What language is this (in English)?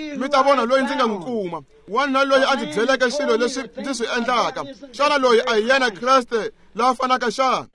Tsonga